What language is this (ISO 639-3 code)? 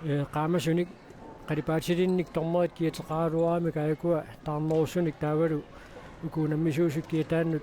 kal